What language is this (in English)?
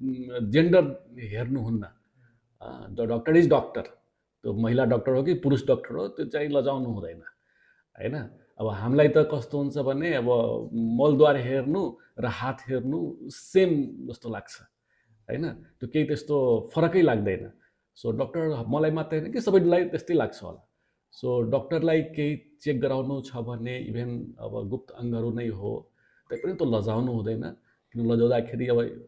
Nepali